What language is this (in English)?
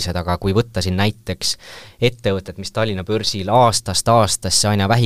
Estonian